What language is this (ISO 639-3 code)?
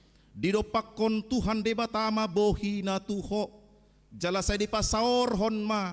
bbc